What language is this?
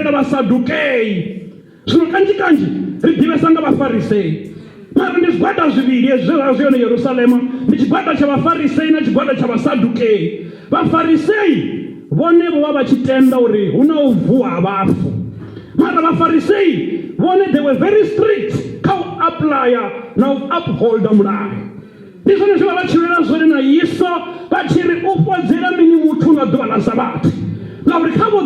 Venda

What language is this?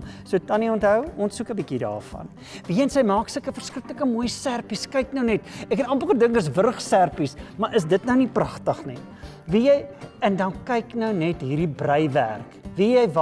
Afrikaans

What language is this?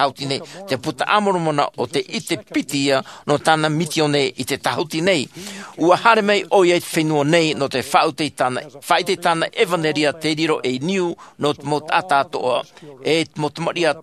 Tahitian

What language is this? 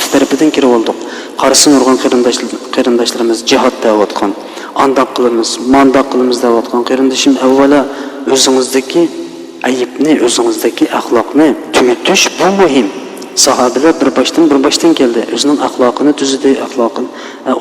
Uyghur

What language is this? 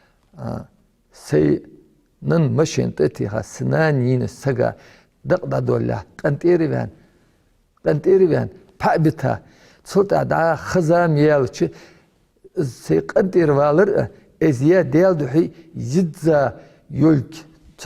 Ingush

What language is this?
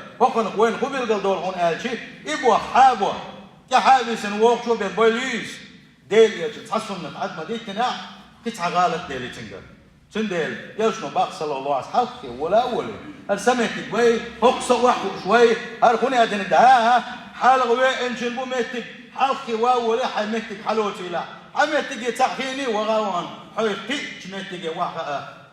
Chechen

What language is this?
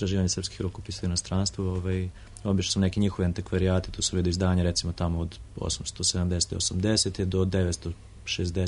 Serbian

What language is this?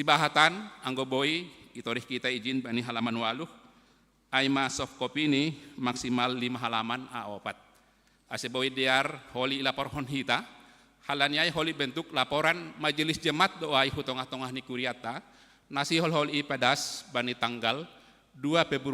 Batak Simalungun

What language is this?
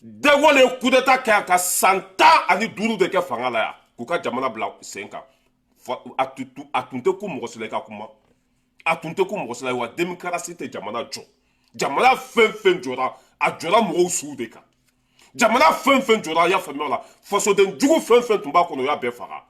Bambara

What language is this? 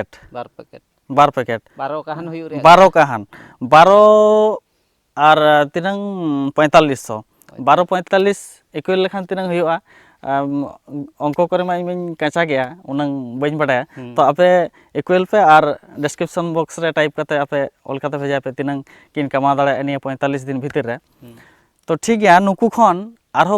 Santali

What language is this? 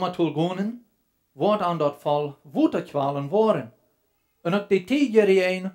Plautdietsch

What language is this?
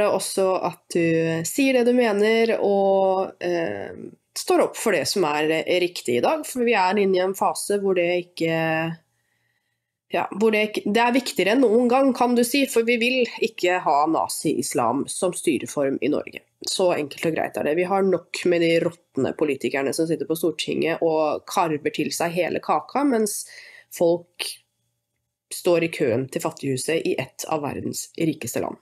Norwegian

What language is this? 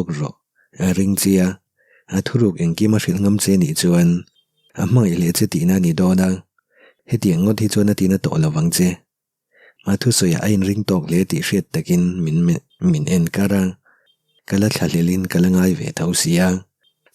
Mizo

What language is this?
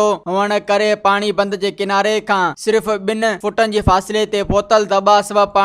Sindhi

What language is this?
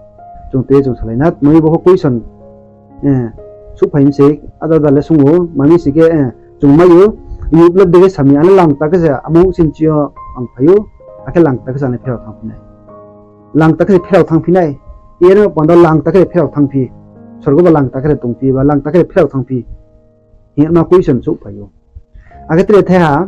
Riang (India)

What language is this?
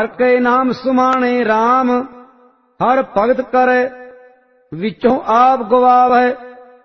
Punjabi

